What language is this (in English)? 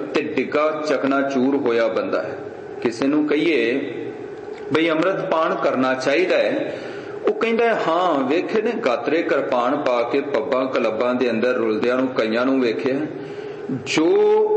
Punjabi